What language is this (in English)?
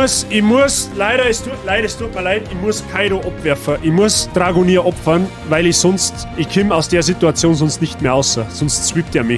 Bavarian